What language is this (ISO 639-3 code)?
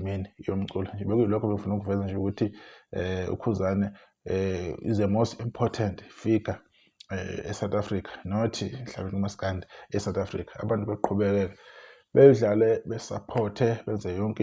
zul